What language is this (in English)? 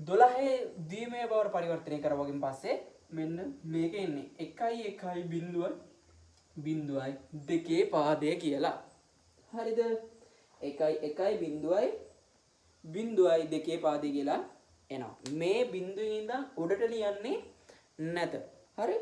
Sinhala